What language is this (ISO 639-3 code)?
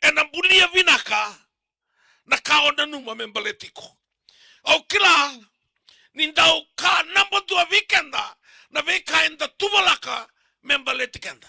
fij